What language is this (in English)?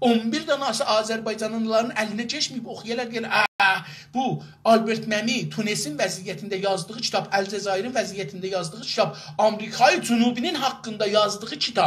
South Azerbaijani